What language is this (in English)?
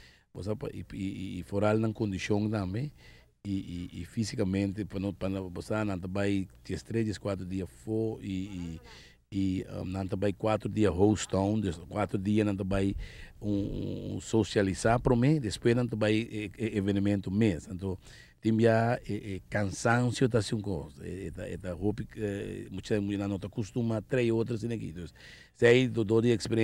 Papiamento